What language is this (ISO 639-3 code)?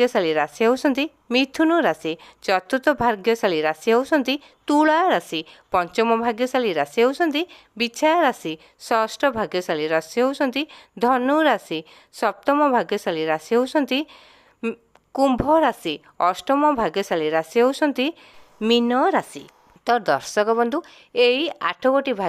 ori